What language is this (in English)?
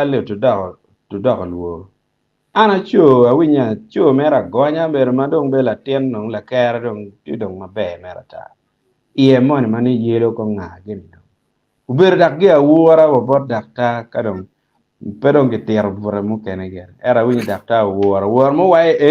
Acoli